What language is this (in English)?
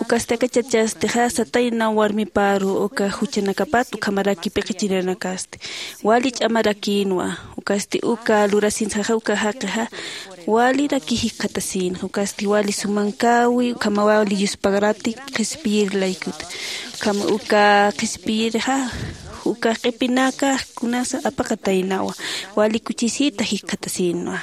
Aymara